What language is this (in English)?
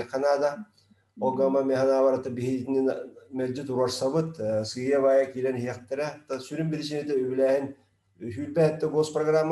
Yakut